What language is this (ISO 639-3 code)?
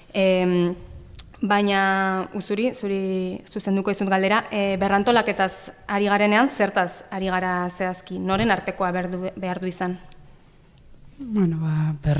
eus